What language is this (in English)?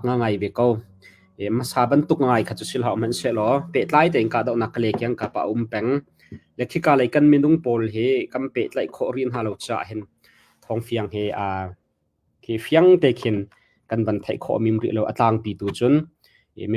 Hakha Chin